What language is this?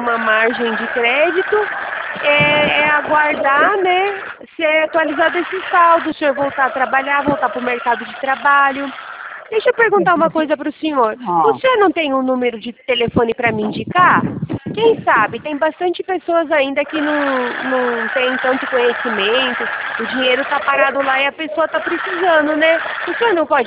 Portuguese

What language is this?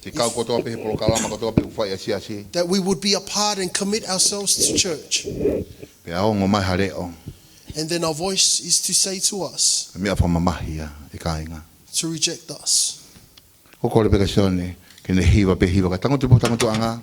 Tongan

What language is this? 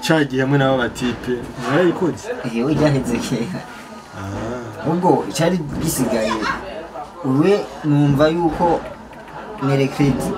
Rundi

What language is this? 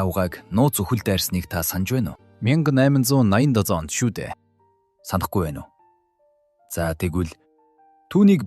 Mongolian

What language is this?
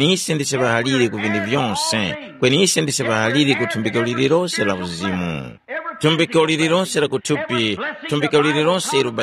Tumbuka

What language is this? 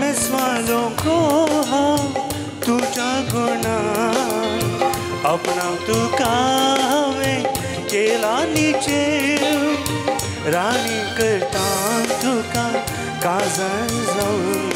Konkani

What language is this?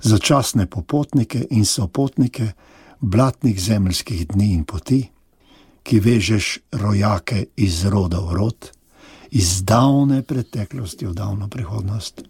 Slovenian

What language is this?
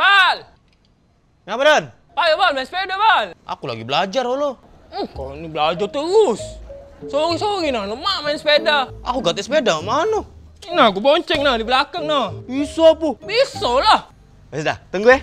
Musi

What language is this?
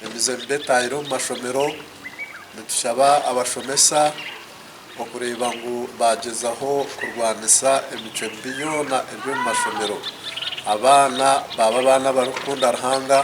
Nyankole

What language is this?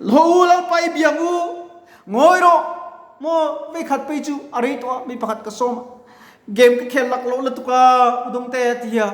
Mizo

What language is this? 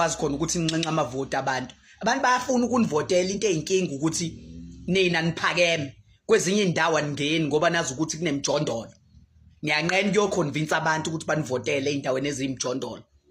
Zulu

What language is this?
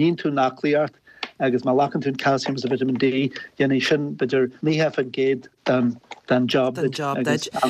Irish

